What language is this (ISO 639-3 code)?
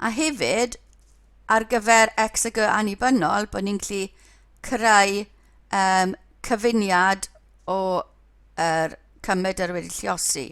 cym